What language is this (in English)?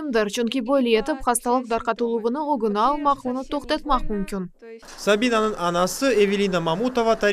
Crimean Tatar